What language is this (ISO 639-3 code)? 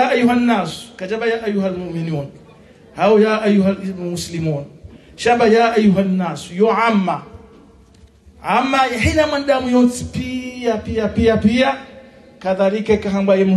swa